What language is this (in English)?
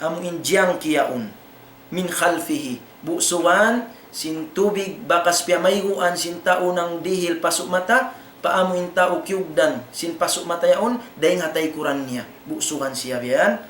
Tausug